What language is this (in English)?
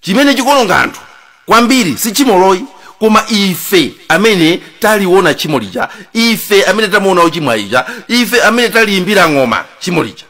Nyanja